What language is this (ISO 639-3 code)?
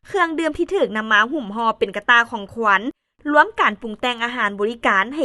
lao